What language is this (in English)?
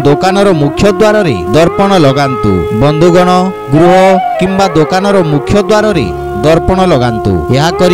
Odia